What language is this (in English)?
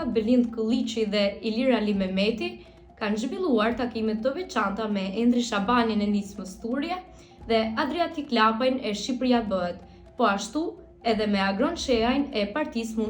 Albanian